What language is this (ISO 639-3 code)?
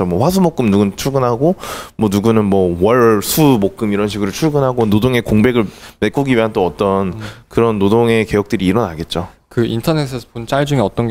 kor